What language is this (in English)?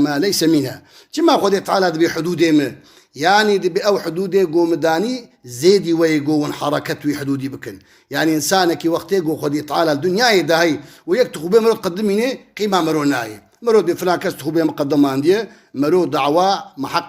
Kurdish